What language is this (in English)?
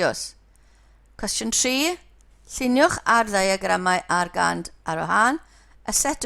Welsh